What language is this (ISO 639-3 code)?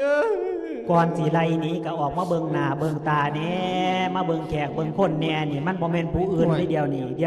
lao